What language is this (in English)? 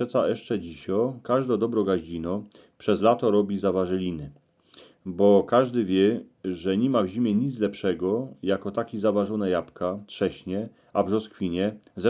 Silesian